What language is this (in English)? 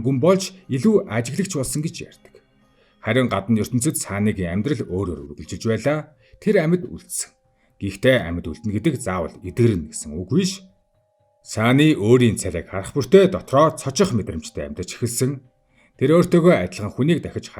Mongolian